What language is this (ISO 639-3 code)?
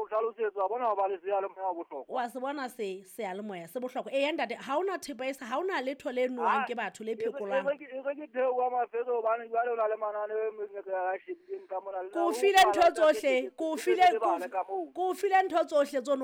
sot